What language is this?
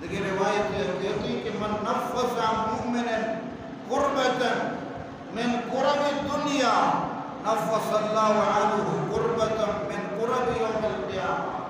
Baluchi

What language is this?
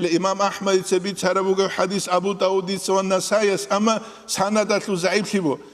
Avaric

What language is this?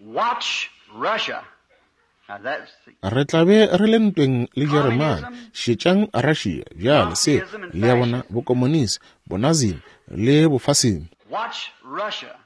Northern Sotho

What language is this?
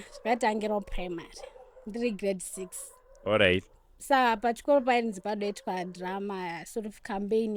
Shona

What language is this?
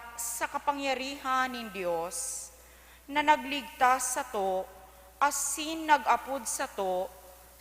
Bikol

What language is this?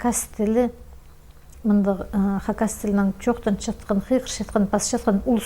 Khakas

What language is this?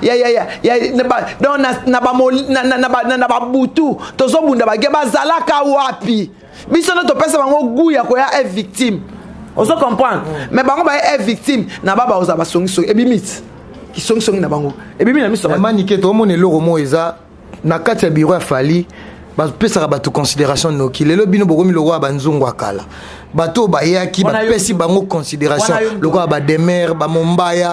Lingala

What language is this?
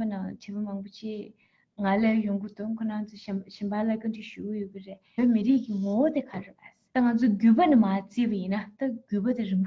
Tibetan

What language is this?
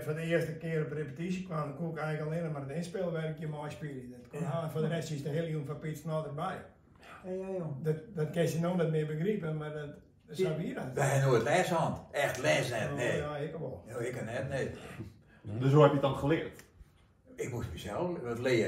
Western Frisian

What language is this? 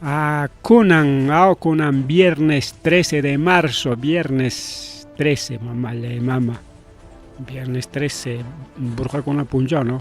Ayacucho Quechua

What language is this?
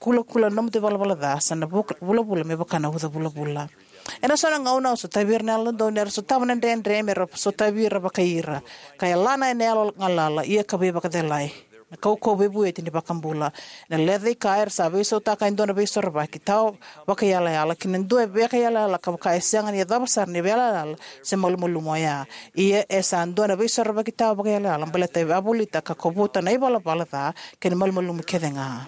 Fijian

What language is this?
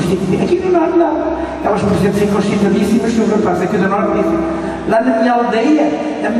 Portuguese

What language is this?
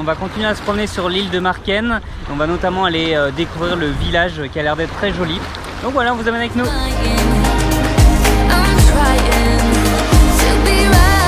French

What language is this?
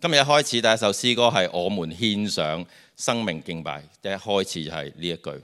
Cantonese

